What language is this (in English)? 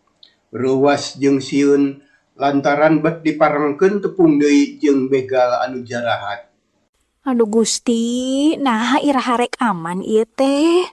Sundanese